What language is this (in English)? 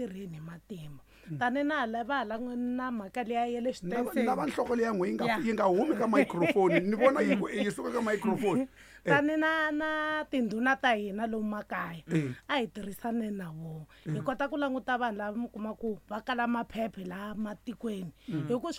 Tsonga